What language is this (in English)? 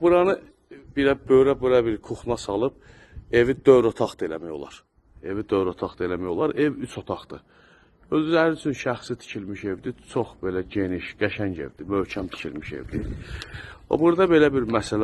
Azerbaijani